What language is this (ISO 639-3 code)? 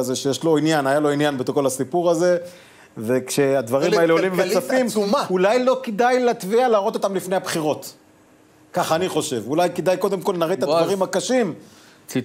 heb